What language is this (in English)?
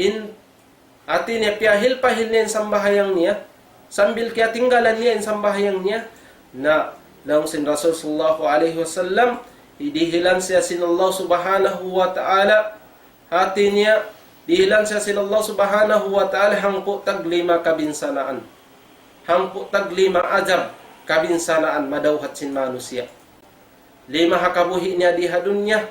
Tausug